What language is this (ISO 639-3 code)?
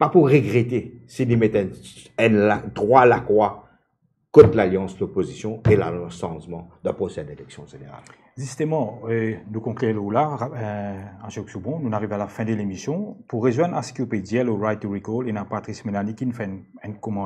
mfe